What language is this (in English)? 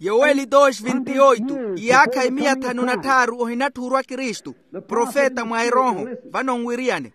Makhuwa